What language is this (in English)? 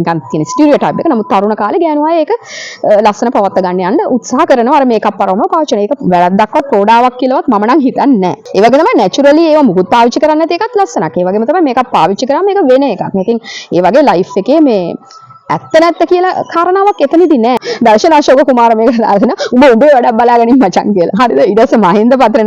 Sinhala